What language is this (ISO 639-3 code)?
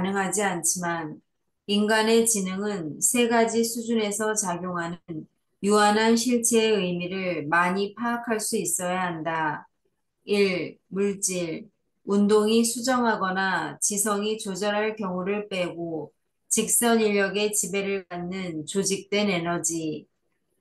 kor